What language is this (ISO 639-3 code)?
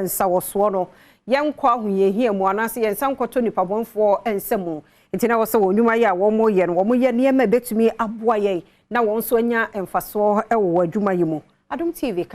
aka